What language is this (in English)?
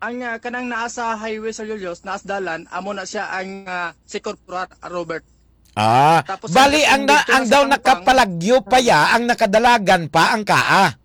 Hiligaynon